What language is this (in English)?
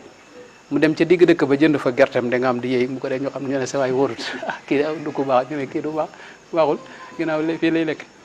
Wolof